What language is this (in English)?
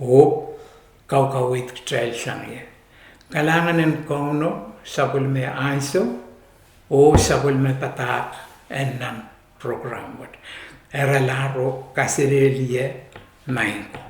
Pohnpeian